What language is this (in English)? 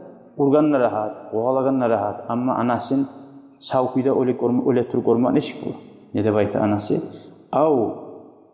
Kumyk